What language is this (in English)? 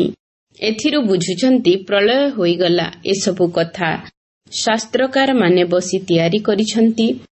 Odia